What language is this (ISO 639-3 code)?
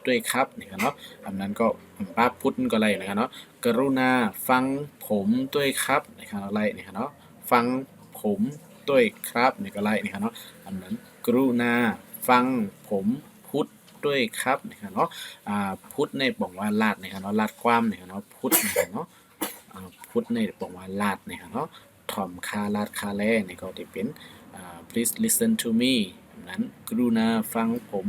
shn